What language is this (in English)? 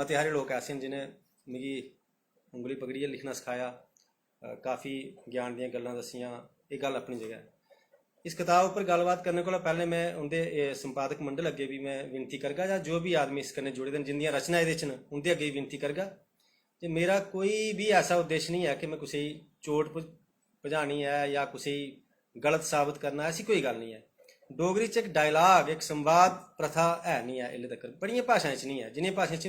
Dogri